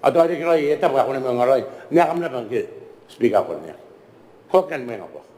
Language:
Gilbertese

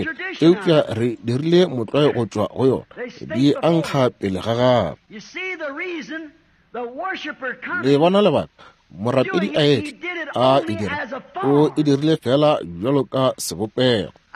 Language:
Northern Sotho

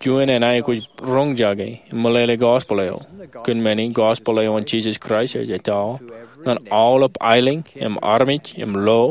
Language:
Marshallese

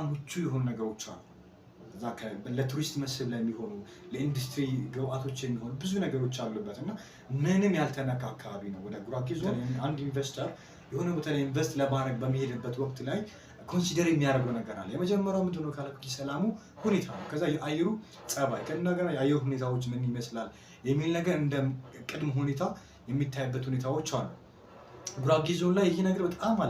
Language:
Amharic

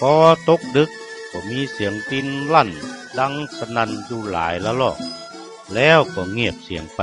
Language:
Northern Thai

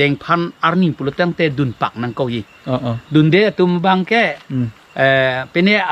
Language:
Karbi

